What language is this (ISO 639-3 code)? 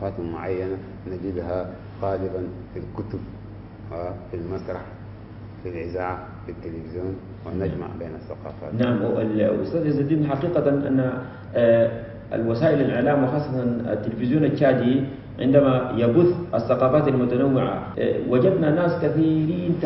ara